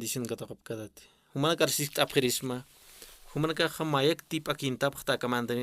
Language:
Aymara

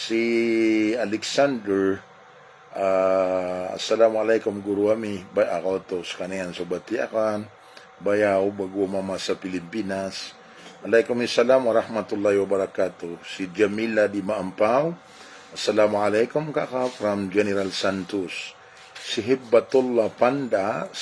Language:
Maranao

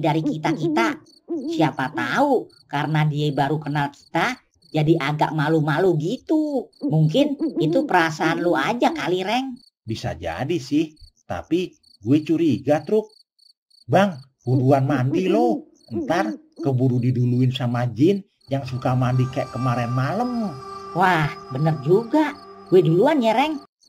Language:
Betawi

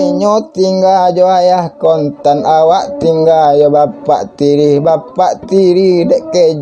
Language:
Minangkabau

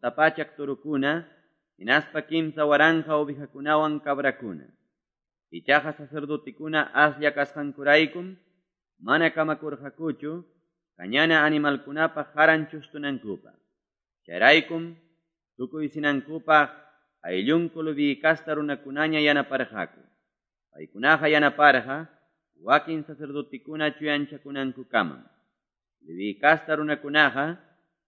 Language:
Quechua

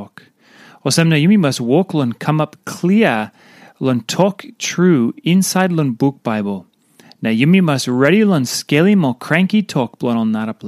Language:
Tok Pisin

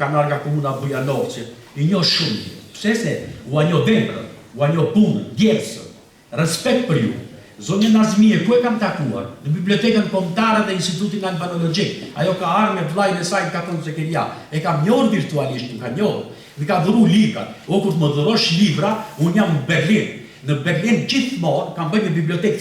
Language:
Albanian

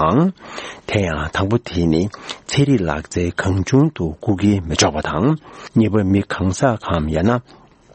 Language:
Tibetan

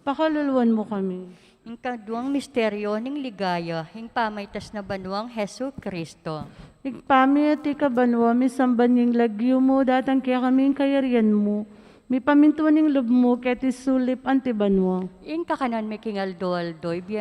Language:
Pampanga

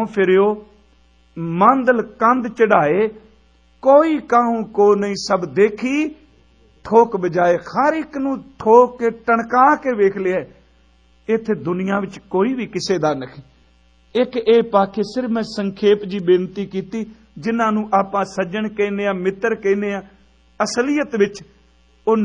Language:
Punjabi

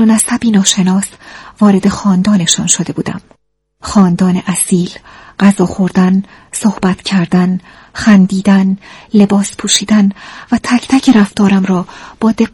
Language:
Persian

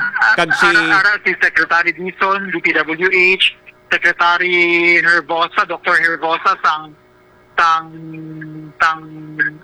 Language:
Hiligaynon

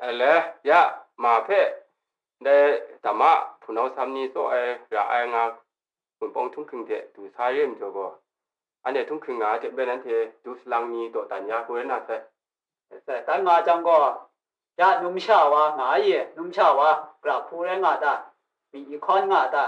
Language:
Kachin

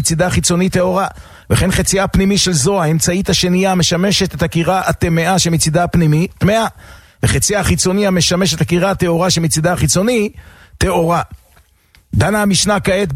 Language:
Hebrew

